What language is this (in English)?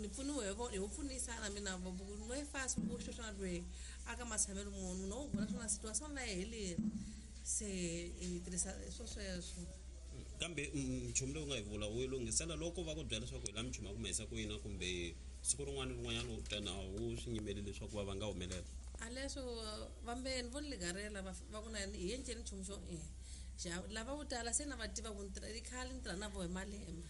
Tsonga